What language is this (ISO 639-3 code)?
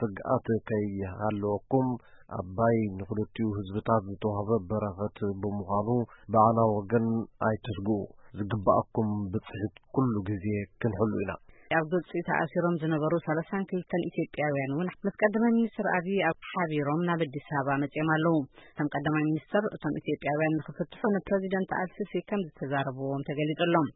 tir